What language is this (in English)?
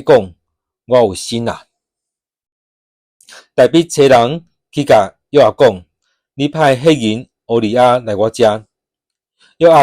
Min Nan Chinese